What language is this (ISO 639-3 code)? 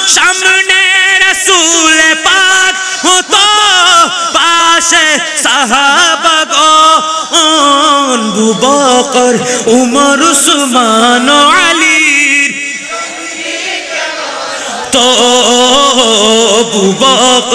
ben